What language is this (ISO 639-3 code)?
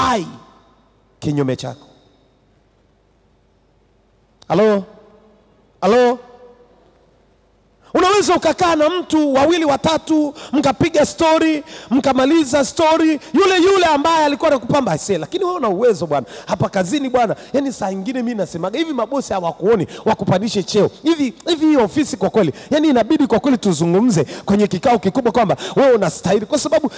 swa